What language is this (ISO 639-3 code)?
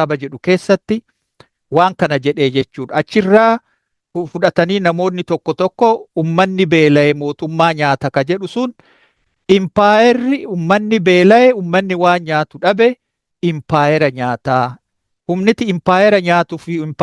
orm